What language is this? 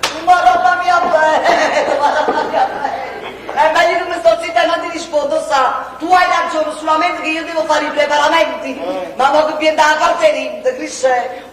Neapolitan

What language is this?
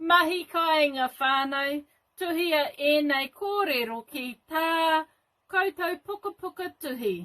Māori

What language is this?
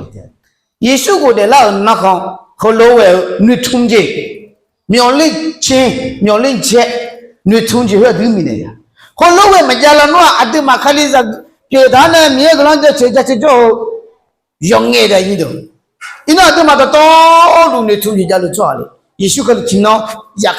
Akha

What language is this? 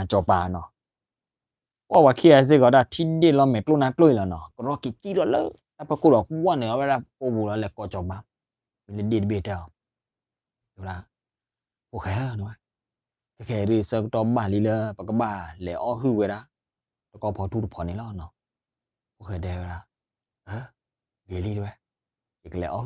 S'gaw Karen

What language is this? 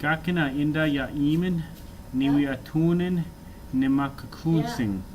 Chippewa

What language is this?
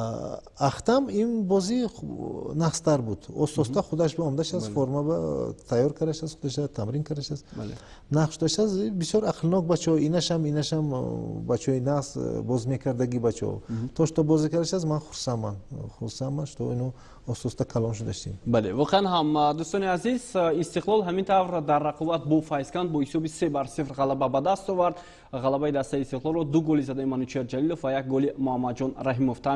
Tajik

